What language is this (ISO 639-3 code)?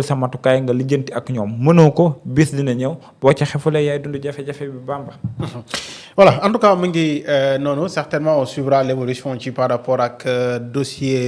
wol